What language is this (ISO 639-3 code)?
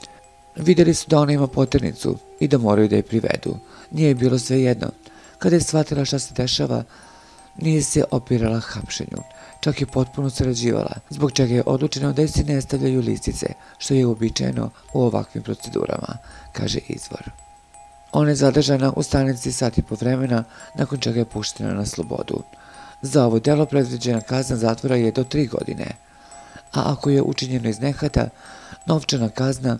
srp